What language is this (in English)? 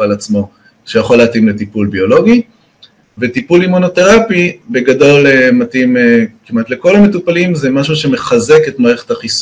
Hebrew